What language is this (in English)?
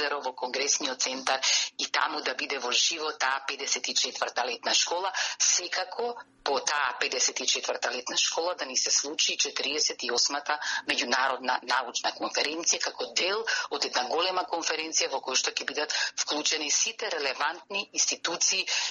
Macedonian